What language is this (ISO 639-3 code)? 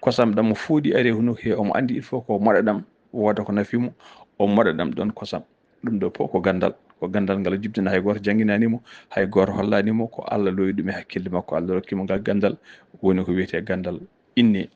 ful